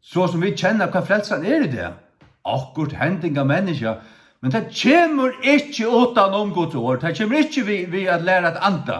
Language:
Faroese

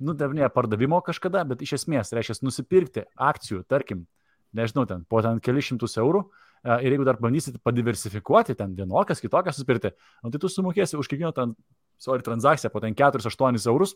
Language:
Lithuanian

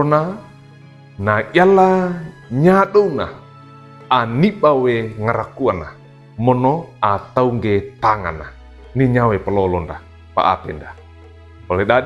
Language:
Wejewa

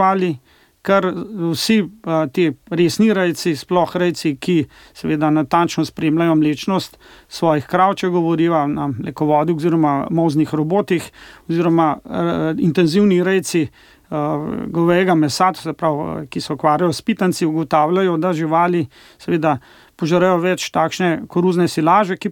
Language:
Slovenian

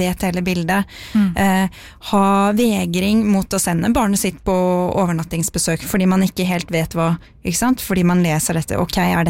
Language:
Norwegian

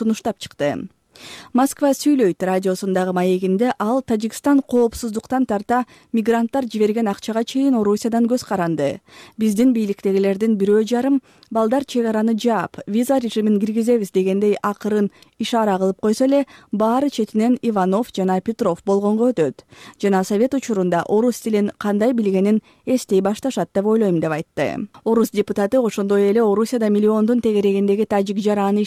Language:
Kyrgyz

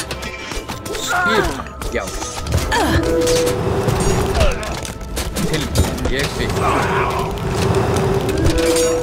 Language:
Icelandic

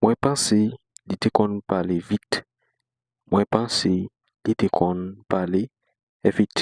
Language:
Haitian Creole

